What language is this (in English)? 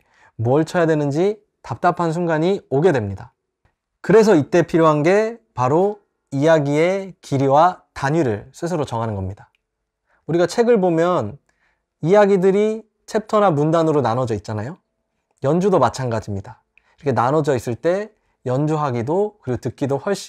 Korean